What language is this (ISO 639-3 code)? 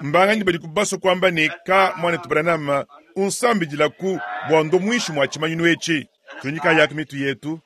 lua